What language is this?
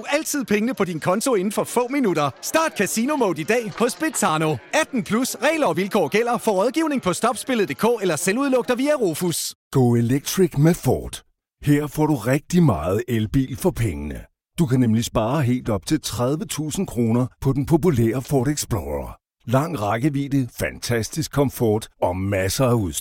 Danish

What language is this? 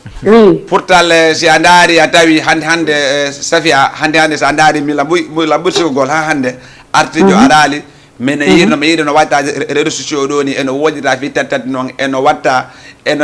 Fula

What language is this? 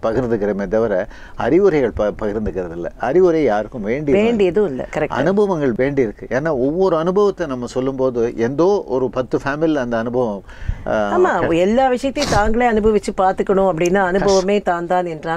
Tamil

